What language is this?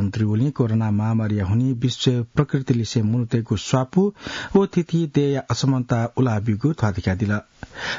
Newari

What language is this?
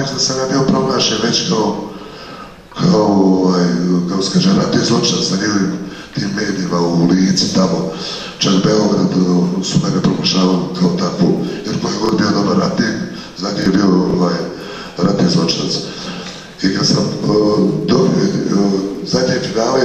Bosnian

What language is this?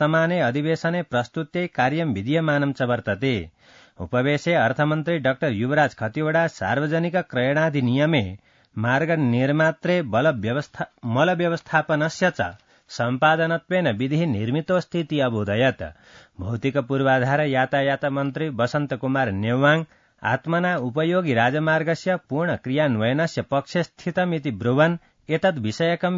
Sanskrit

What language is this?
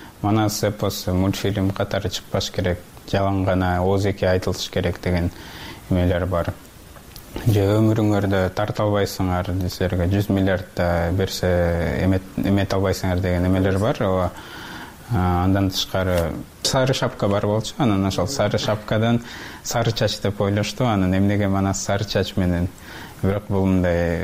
Kyrgyz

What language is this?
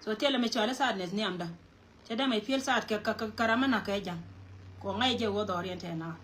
Nuer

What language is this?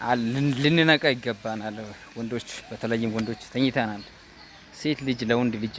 Amharic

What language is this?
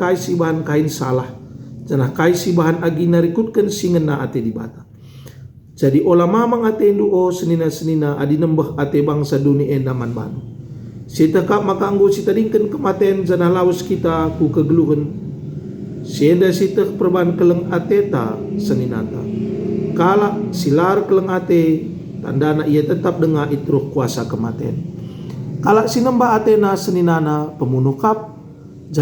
Batak Karo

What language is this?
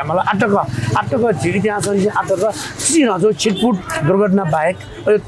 Newari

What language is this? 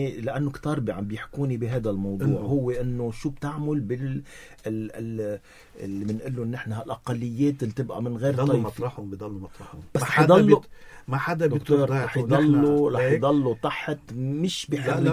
North Levantine Arabic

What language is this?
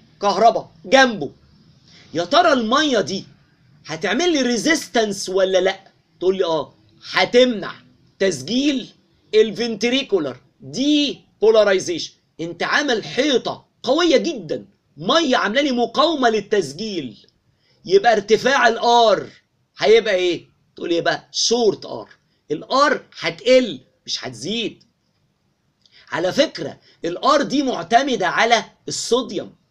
Egyptian Arabic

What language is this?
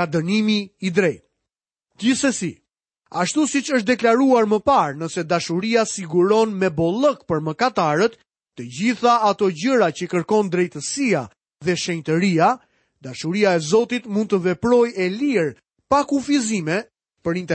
Albanian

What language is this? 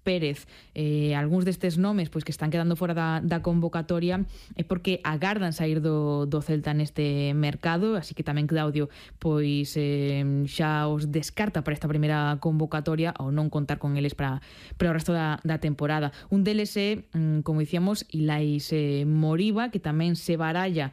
Galician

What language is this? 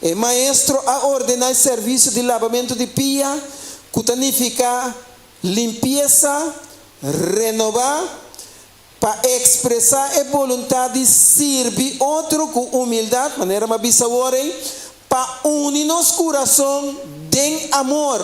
Papiamento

